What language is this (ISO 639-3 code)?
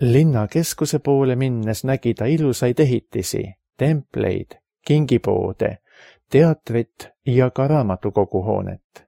est